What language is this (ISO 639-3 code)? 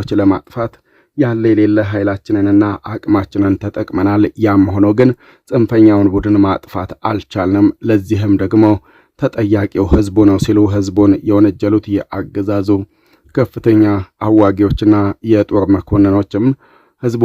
amh